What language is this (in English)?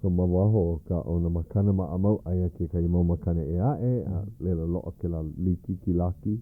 Hawaiian